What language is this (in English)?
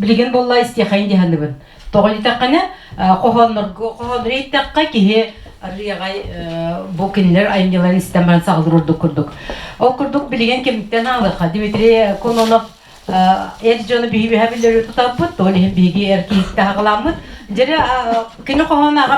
Yakut